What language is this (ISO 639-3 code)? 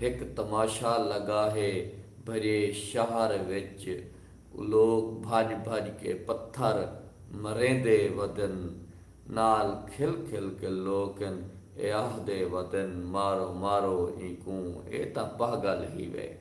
skr